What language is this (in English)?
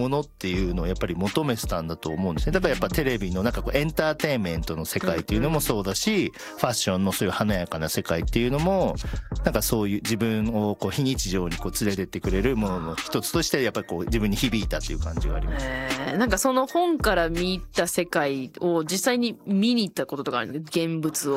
Japanese